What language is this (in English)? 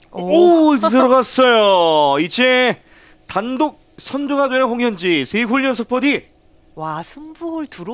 Korean